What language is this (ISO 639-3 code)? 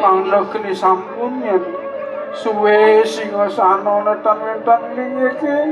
ban